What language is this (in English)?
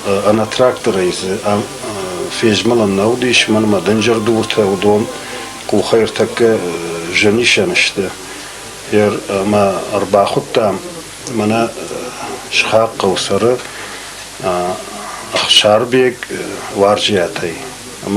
Ossetic